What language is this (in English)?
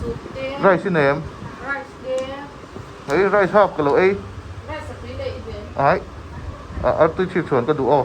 Mizo